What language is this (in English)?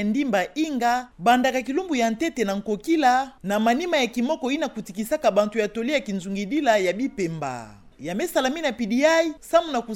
Kituba (Democratic Republic of Congo)